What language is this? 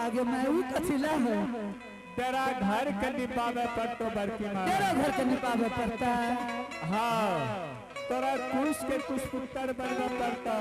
Angika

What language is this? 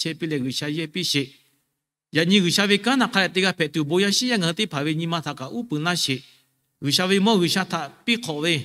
Lahu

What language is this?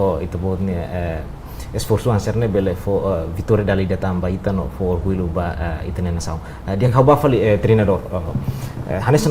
Tetum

